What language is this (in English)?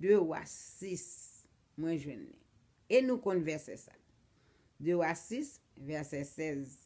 Haitian Creole